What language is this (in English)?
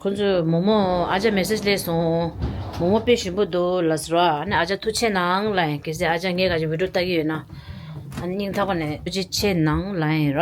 Tibetan